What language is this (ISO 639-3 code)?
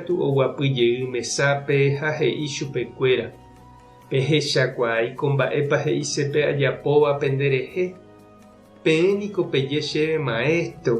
grn